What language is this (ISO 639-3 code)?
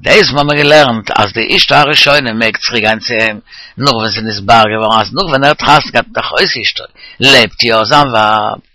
yid